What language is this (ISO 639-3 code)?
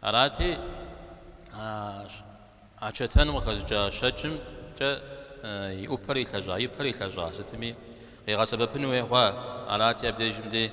kbd